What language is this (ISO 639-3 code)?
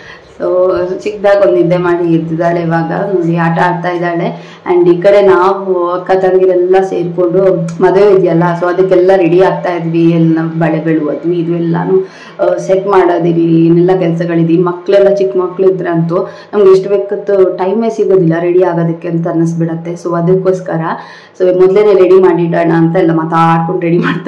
kan